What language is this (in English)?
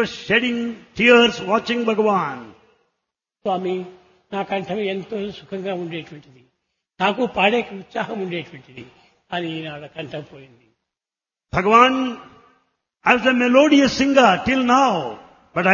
Telugu